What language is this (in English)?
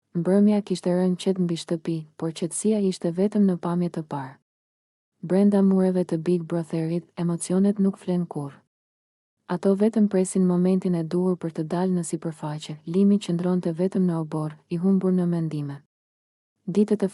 Albanian